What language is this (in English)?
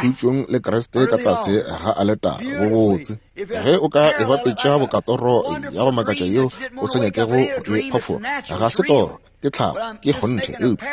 Northern Sotho